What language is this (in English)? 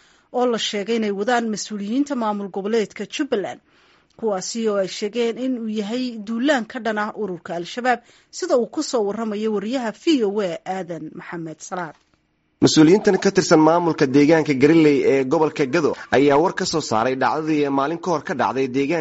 Somali